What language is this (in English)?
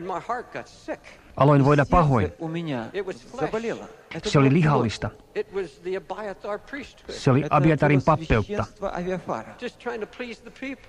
Finnish